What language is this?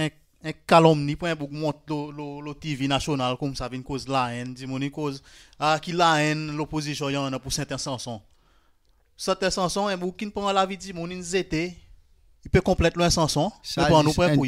Seselwa Creole French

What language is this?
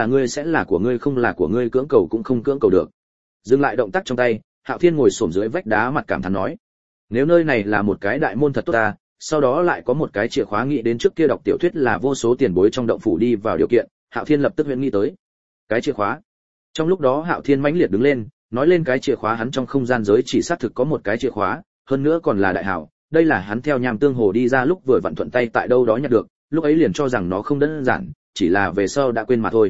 Vietnamese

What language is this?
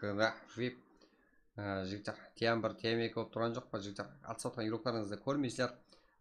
Kara-Kalpak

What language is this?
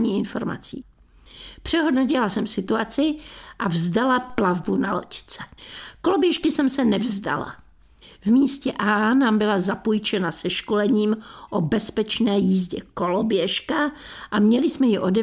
Czech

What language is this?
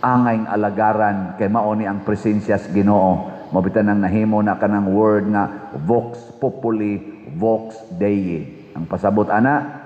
Cebuano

